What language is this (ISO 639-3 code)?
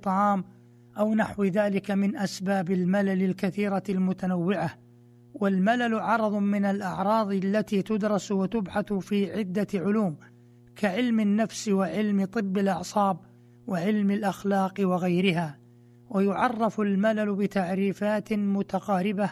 ara